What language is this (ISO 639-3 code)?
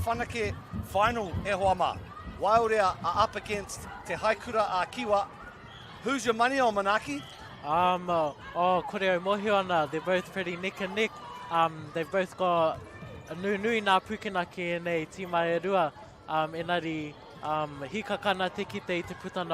mri